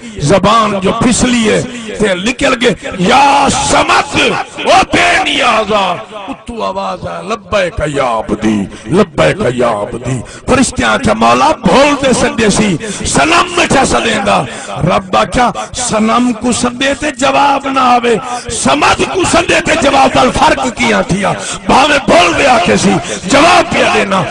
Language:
Saraiki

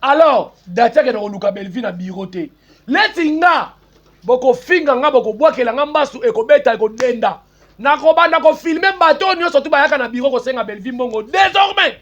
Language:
Lingala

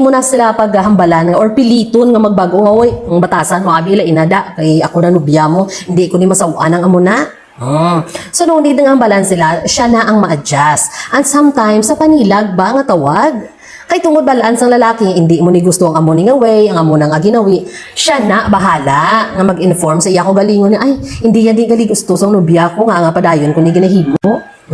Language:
Hiligaynon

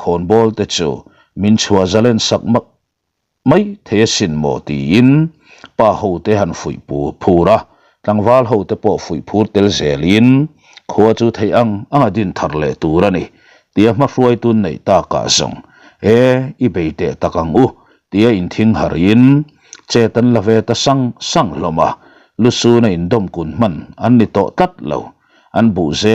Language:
Mizo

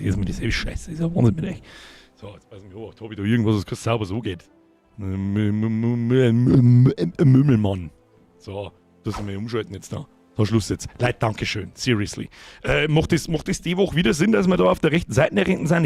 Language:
Bavarian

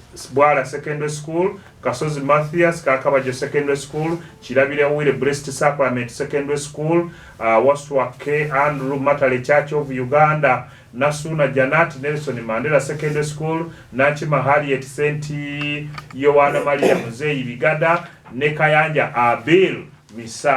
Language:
Ganda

